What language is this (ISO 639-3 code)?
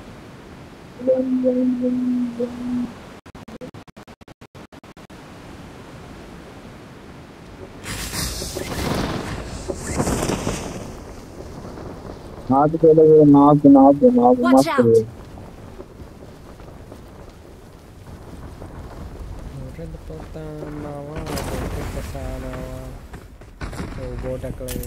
tel